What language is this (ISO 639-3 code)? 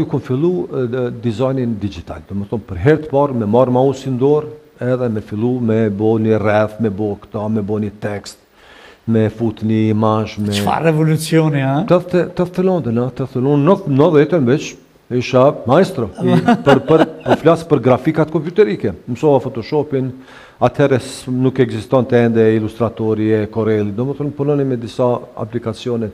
sqi